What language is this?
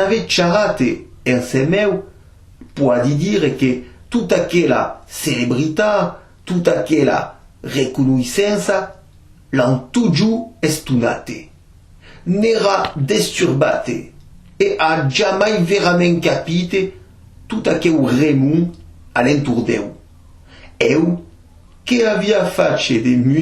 Occitan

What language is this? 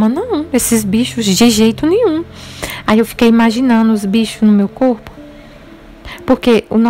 Portuguese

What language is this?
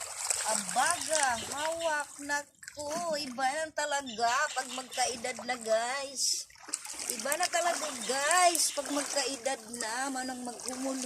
Cebuano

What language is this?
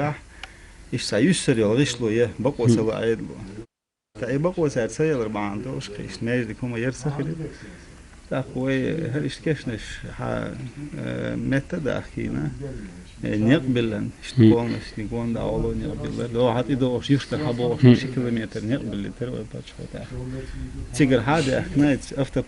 Chechen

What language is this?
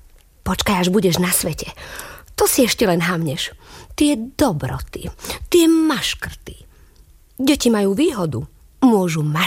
Slovak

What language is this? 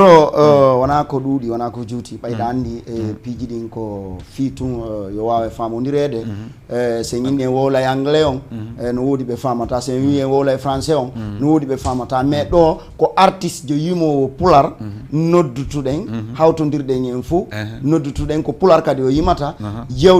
Fula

